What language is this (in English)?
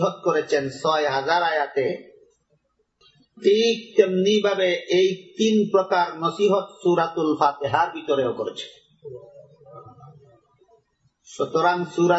Bangla